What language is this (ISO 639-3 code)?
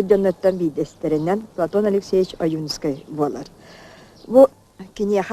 sah